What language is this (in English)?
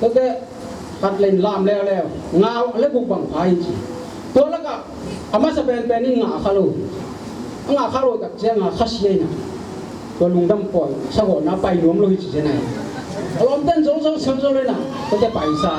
Tedim Chin